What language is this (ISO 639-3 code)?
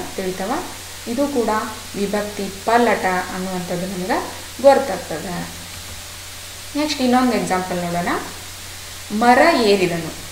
kan